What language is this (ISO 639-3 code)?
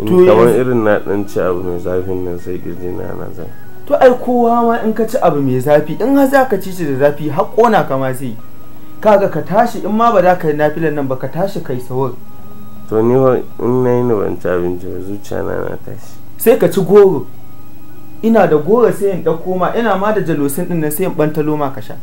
hau